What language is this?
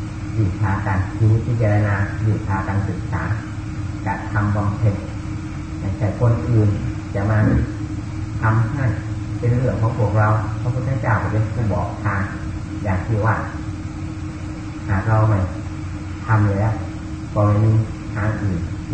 Thai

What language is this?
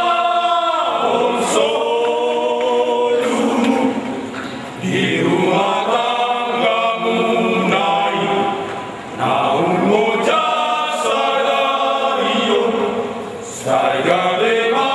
Batak Toba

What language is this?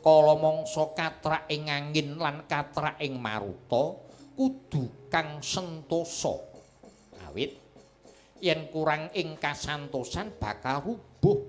Javanese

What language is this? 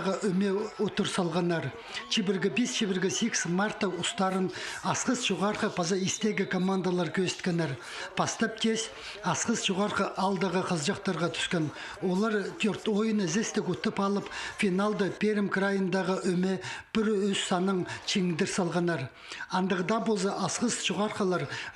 Khakas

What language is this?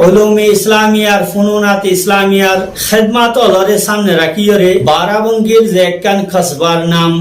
Rohingya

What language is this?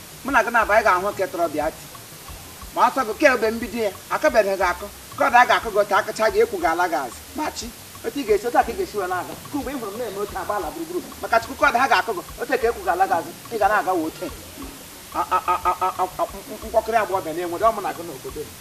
Igbo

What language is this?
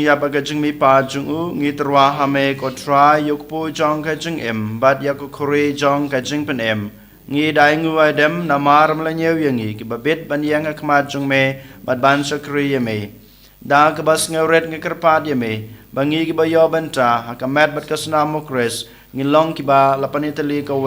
Khasi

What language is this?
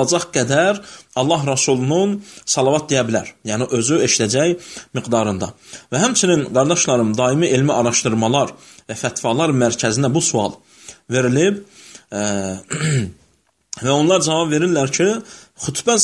Azerbaijani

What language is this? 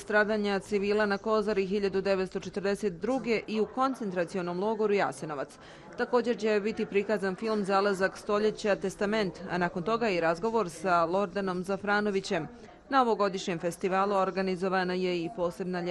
Serbian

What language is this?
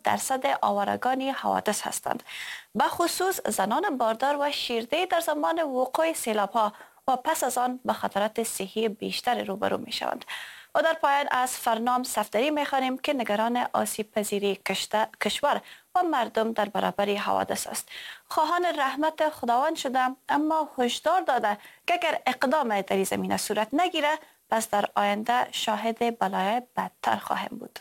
Persian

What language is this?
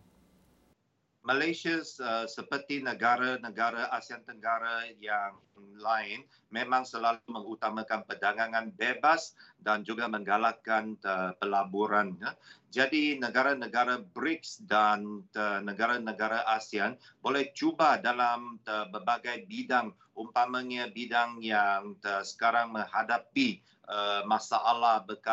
Malay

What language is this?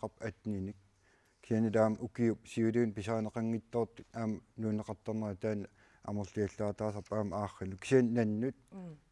Kalaallisut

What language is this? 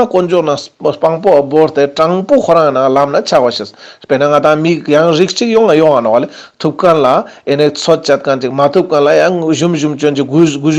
Ladakhi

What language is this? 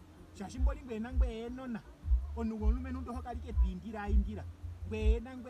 Ndonga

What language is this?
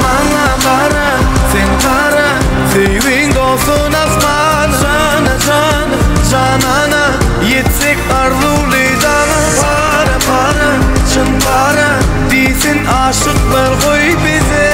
Turkmen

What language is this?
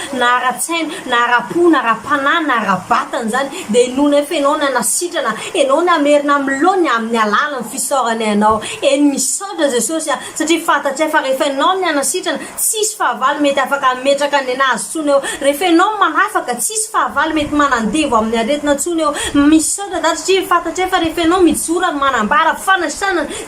Malagasy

